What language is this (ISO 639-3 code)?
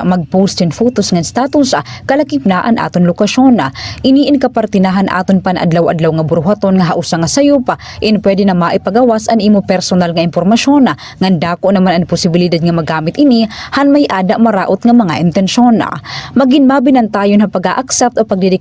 war